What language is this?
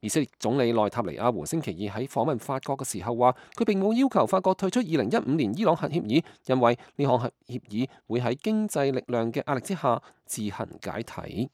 Cantonese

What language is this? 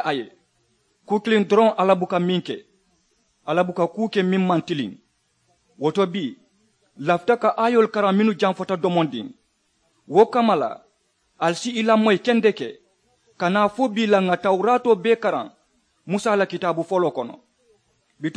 Mandingo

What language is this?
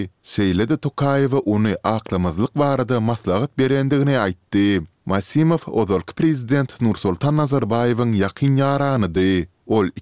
Turkmen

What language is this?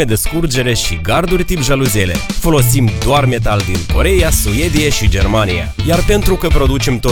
Romanian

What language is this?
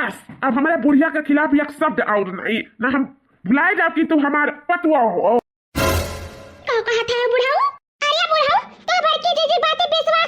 Awadhi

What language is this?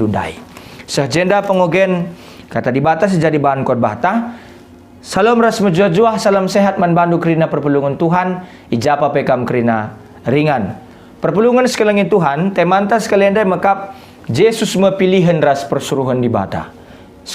Batak Karo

